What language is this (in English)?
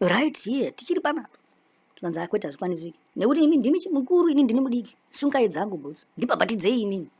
Shona